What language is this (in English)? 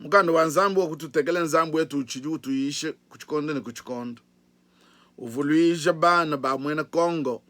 Luba-Lulua